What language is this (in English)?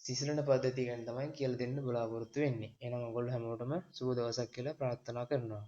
Sinhala